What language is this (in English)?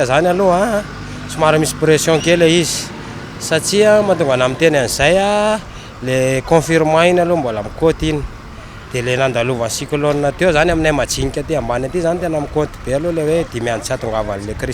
Malagasy